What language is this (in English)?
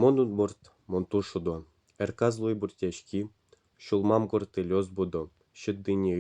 Udmurt